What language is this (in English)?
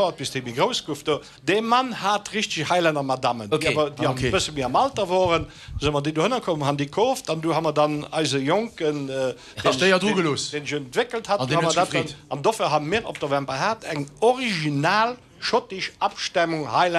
Luxembourgish